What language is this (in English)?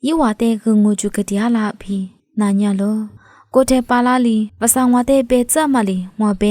Lisu